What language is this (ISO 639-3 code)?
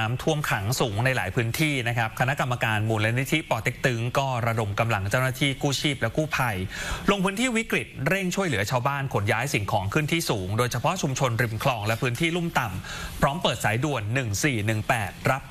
tha